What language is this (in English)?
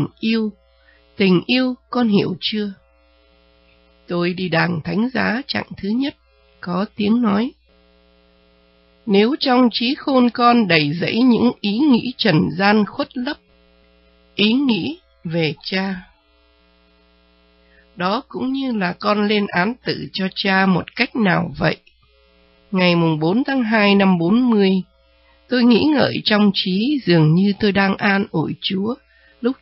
Vietnamese